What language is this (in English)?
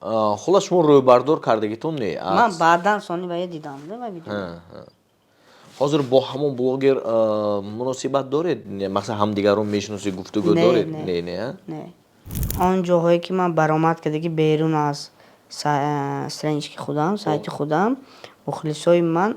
Tajik